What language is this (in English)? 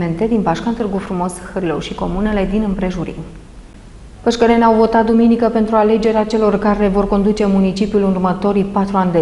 Romanian